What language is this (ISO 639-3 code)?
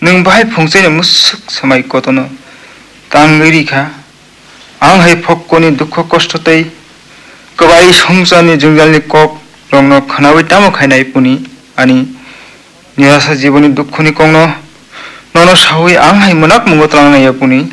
trp